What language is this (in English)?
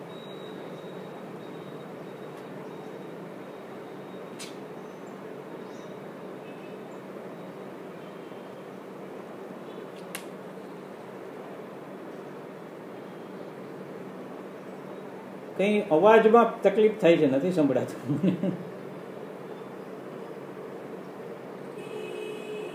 Gujarati